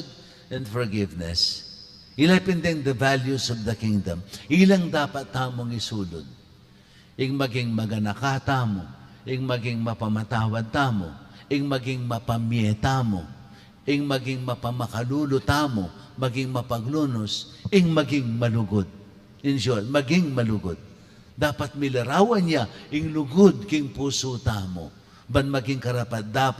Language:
Pampanga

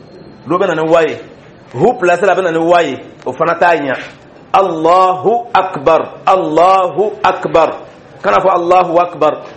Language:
Dyula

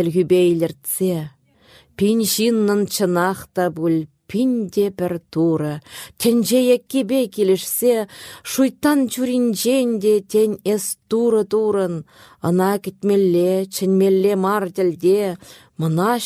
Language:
Chuvash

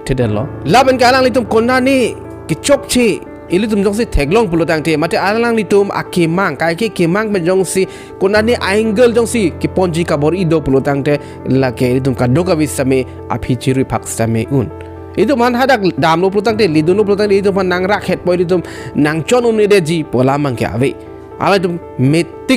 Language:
Karbi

